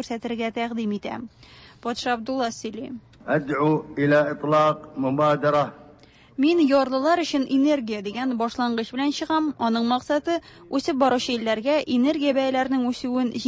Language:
Tatar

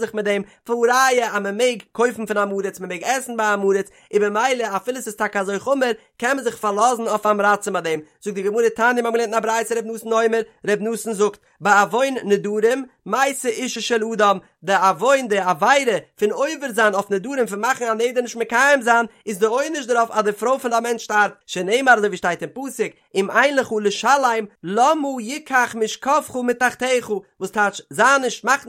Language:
Yiddish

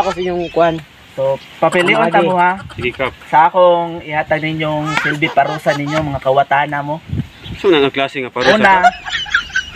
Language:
Cebuano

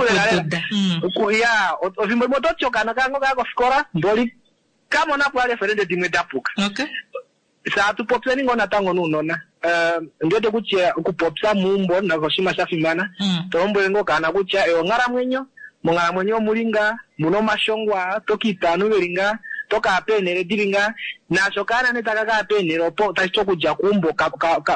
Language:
Kuanyama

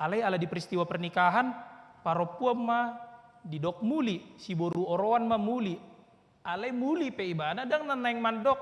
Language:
Batak Toba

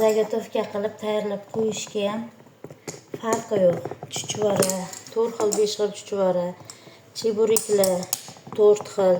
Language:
Uzbek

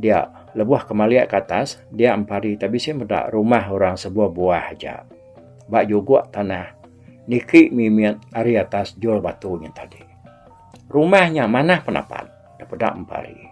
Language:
Iban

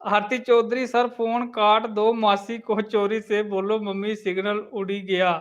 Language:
Dogri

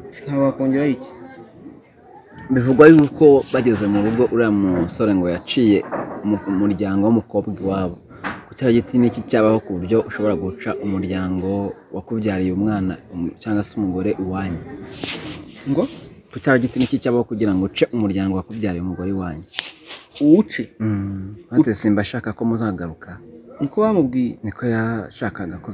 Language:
Kinyarwanda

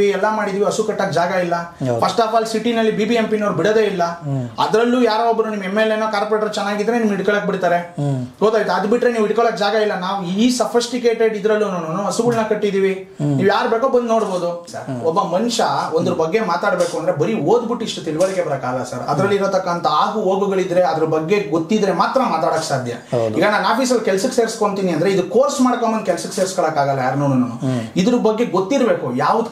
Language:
Kannada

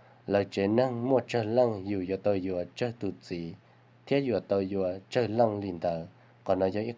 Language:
Hmong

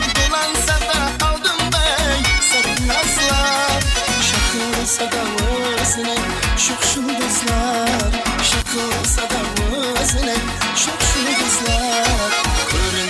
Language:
Kara-Kalpak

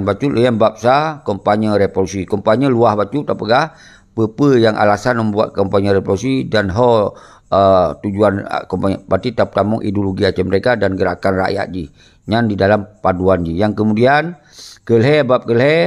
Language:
Achinese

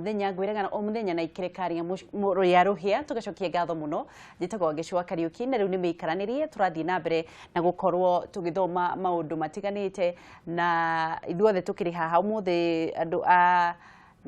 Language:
Kikuyu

